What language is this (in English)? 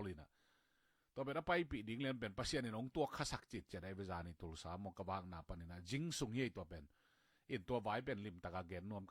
Tedim Chin